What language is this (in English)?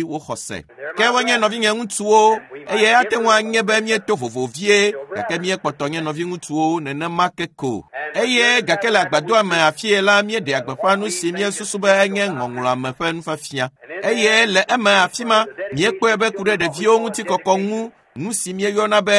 Ewe